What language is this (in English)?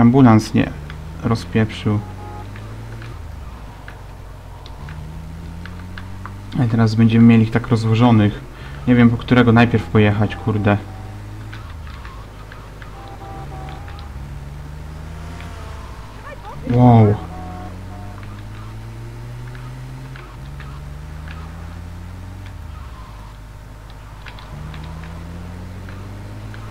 Polish